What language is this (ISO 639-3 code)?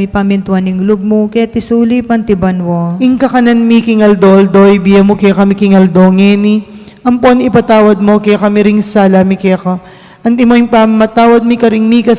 pam